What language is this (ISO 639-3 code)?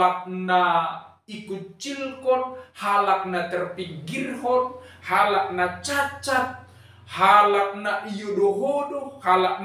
bts